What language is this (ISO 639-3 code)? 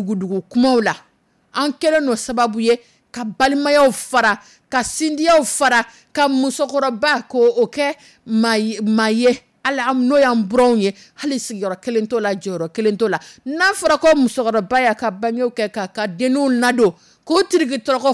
dyu